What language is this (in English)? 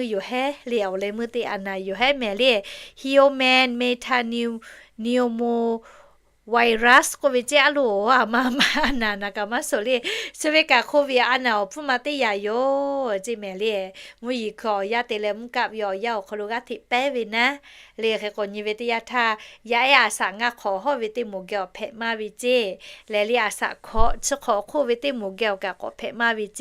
Lahu